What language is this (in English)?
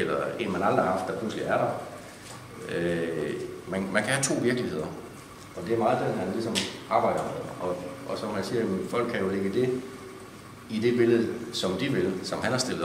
Danish